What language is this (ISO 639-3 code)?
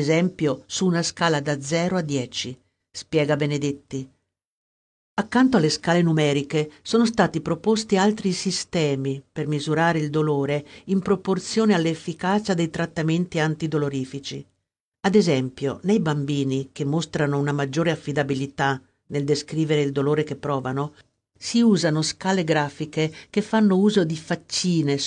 ita